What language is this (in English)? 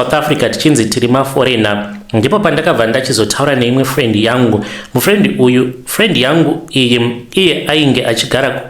Shona